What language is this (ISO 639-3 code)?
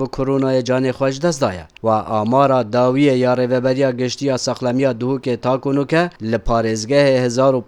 kur